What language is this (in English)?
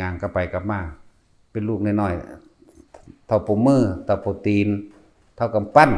Northeastern Thai